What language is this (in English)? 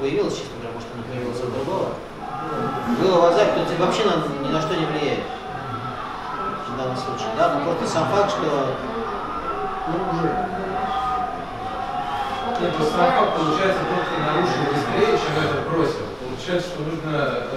Russian